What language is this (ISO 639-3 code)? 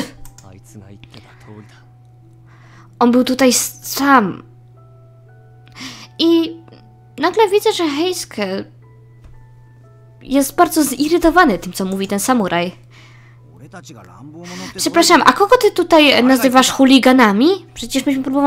pol